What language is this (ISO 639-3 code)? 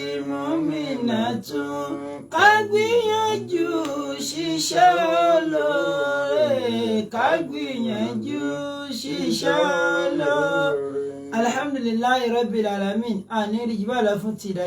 yor